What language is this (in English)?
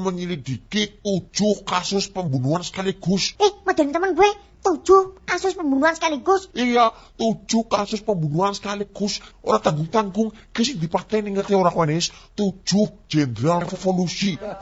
Javanese